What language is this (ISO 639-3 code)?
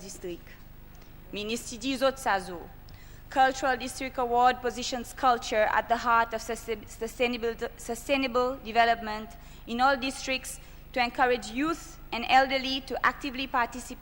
crs